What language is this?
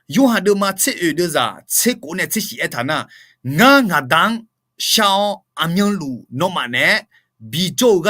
Akha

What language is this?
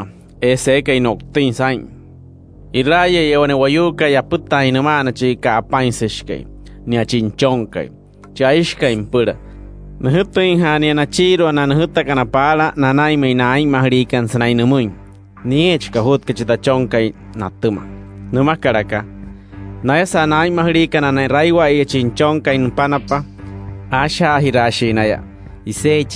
Wayuu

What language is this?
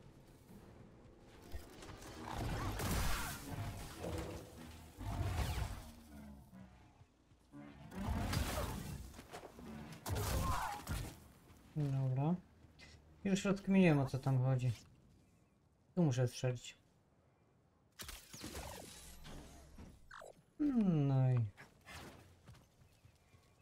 Polish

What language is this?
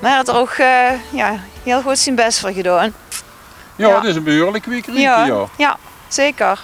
Limburgish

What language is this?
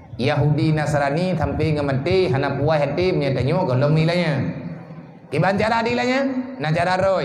Achinese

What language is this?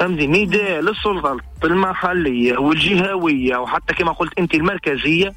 Tunisian Arabic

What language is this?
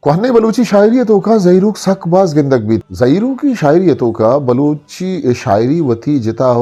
Eastern Balochi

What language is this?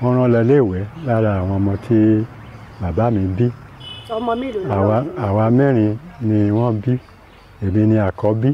Yoruba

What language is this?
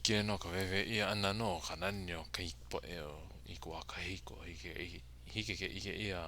Hawaiian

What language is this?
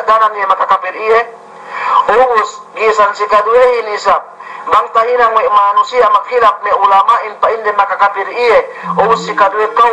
Yakan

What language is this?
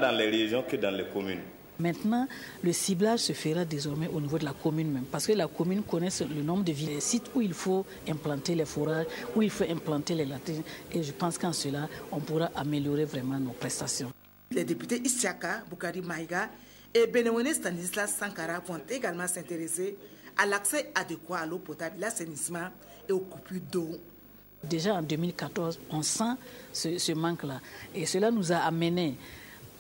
French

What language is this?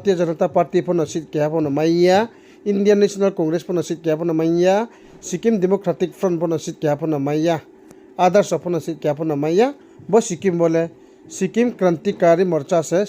Riang (India)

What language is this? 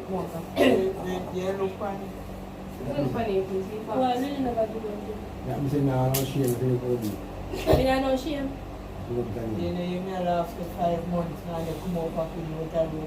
Jamaican Creole English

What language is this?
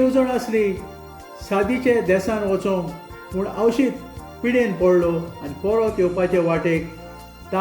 Konkani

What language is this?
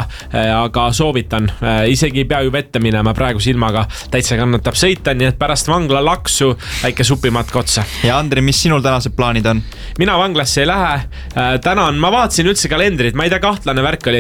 Estonian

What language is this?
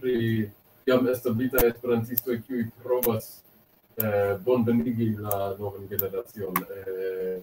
Esperanto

